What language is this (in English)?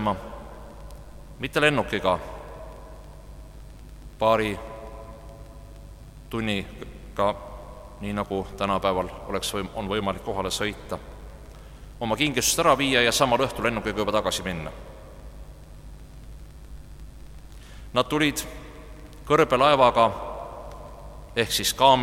Estonian